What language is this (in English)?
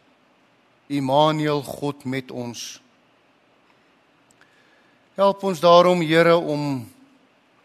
Afrikaans